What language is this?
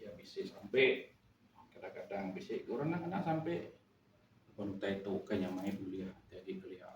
Iban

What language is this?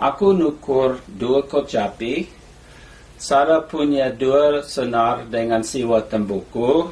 Batak Karo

